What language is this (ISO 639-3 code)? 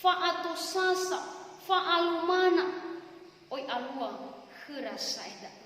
nia